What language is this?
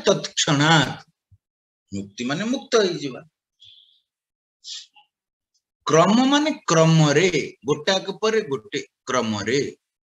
Odia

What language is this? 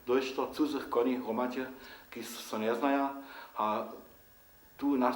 Upper Sorbian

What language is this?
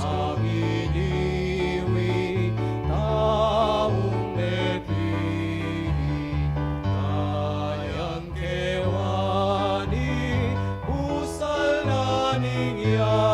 Pampanga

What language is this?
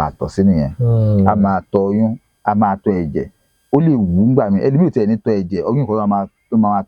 Yoruba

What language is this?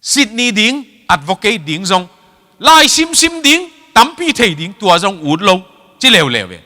Tedim Chin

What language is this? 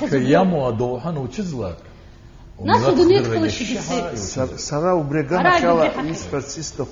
Abkhazian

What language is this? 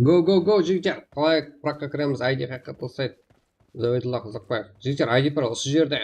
Kara-Kalpak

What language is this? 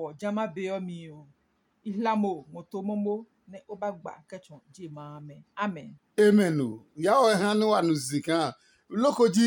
Adangme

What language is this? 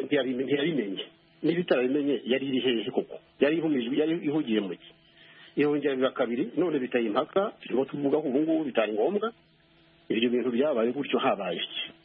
Kinyarwanda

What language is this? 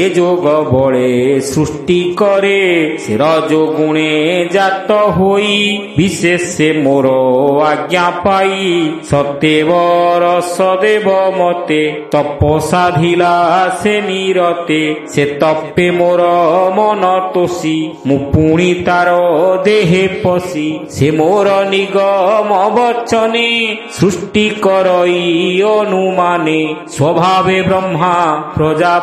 Odia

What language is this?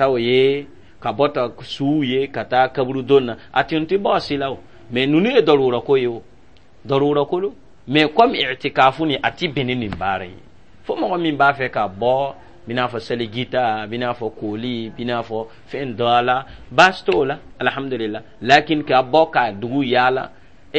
Dyula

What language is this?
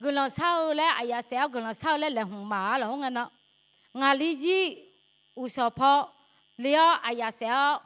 Akha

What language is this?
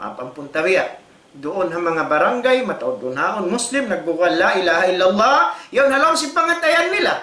Tausug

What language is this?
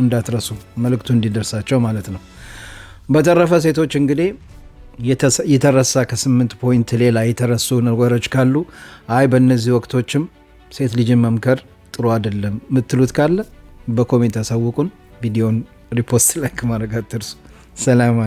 Amharic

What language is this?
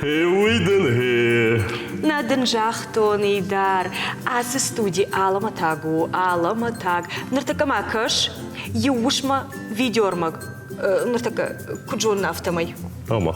Ossetic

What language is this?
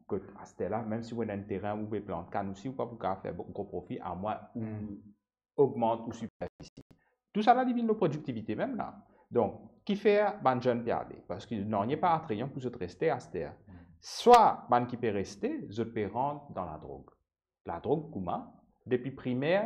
Morisyen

